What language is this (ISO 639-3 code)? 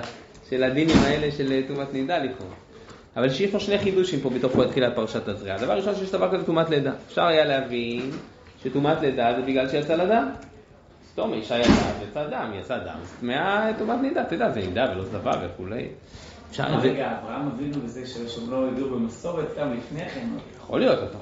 heb